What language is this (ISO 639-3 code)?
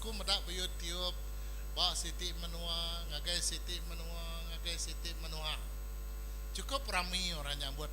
iba